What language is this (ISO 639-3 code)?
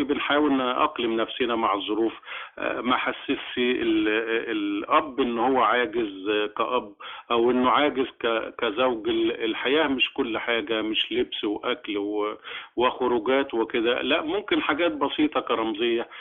arz